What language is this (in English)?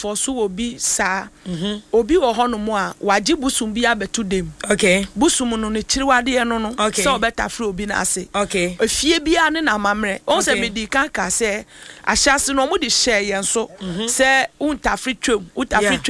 Akan